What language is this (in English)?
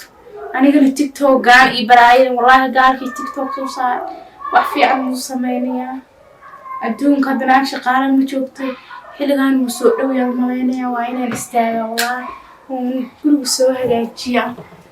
Somali